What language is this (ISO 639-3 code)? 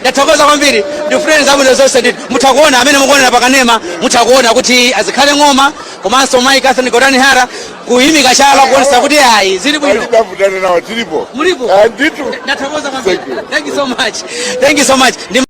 nya